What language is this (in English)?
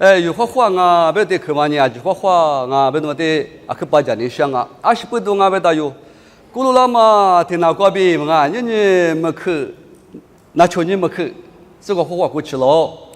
Lisu